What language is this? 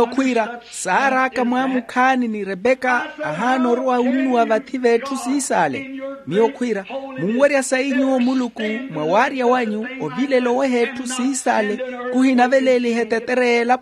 Makhuwa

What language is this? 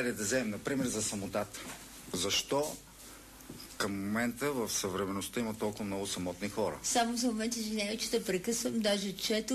Bulgarian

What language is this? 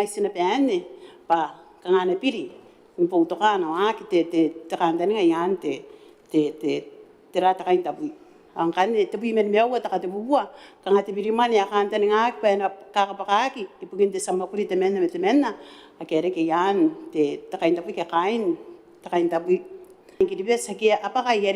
Gilbertese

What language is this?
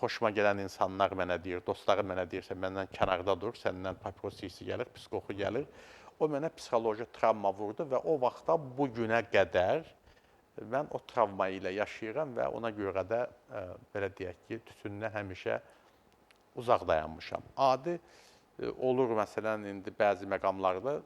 Azerbaijani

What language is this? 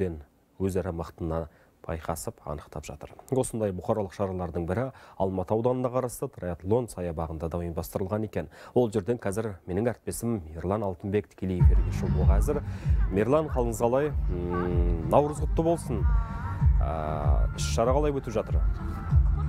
Kazakh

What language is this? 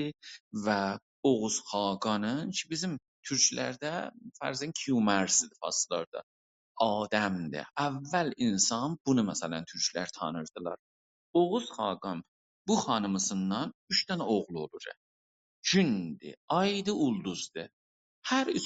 South Azerbaijani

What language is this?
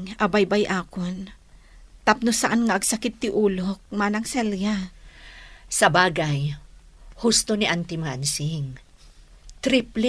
Iloko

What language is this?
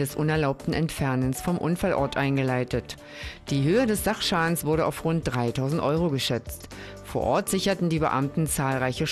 German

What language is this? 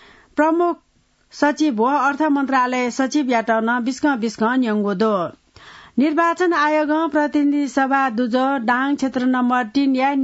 Newari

